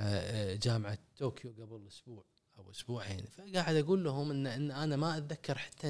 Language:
Gulf Arabic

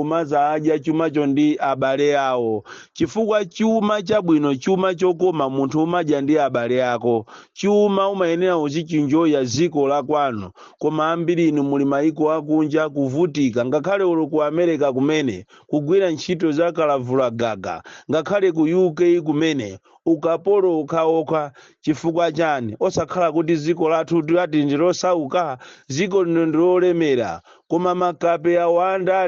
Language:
Nyanja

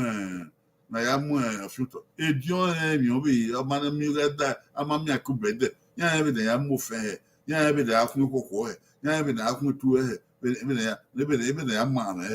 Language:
Bini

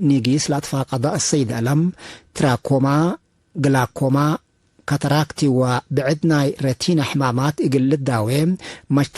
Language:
Tigre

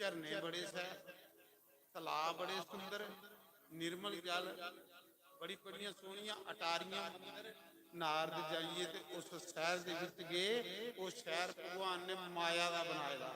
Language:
Dogri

